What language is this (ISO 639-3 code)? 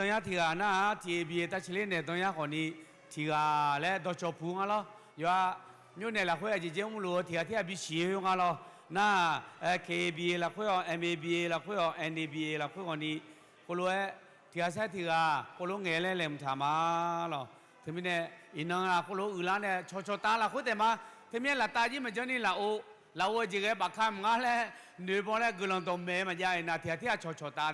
ahk